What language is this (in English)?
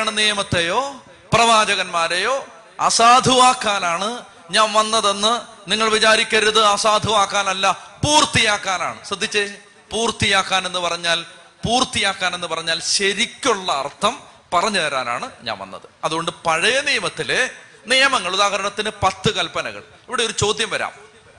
Malayalam